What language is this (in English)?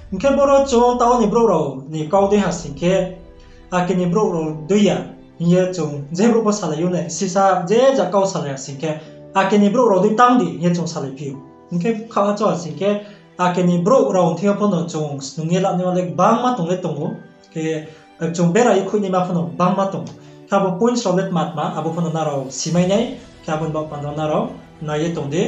Riang (India)